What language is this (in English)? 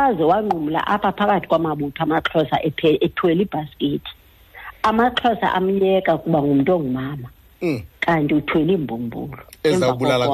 Xhosa